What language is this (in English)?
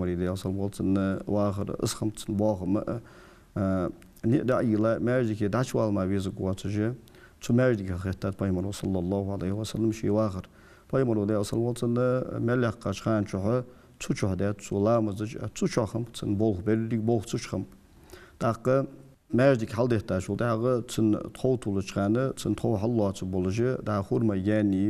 Ingush